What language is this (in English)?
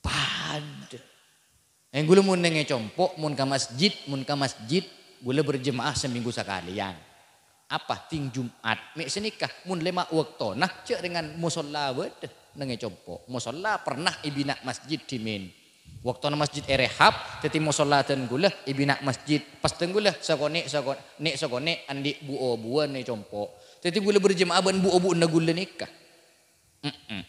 Madurese